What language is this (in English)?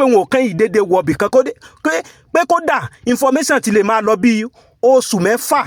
Yoruba